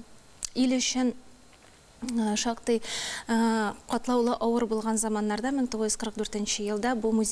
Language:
Tatar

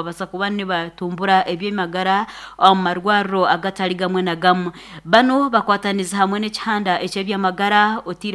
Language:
Nyankole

